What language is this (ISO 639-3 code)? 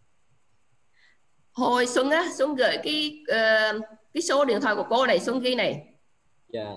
vie